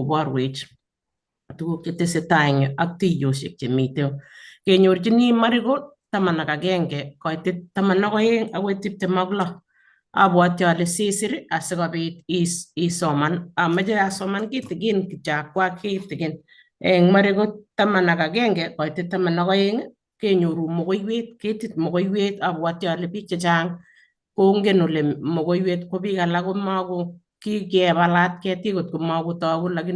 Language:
Kalenjin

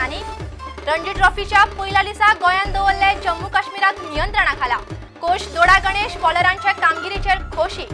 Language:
Konkani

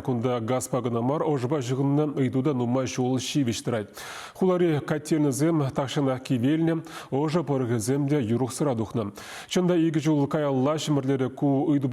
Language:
Chuvash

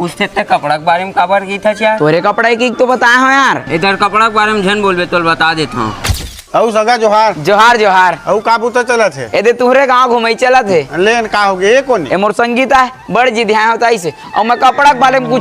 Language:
Chhattisgarhi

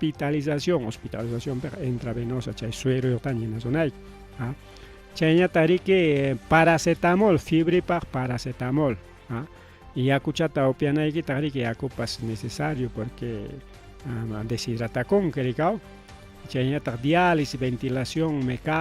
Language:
Ayacucho Quechua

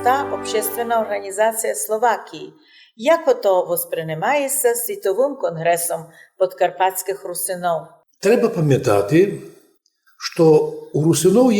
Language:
Rusyn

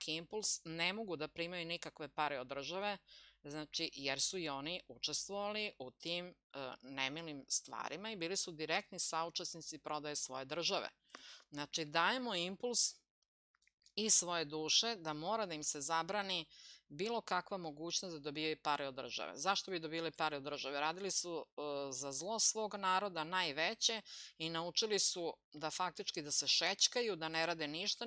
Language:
Serbian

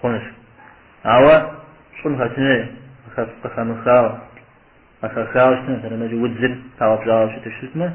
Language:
Kabardian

